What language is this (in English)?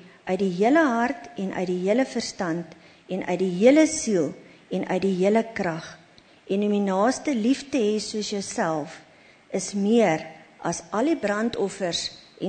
Afrikaans